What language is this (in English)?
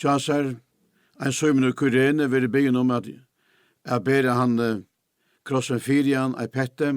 Faroese